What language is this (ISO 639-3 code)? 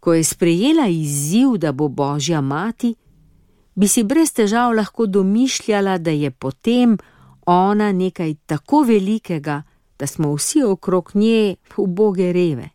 slv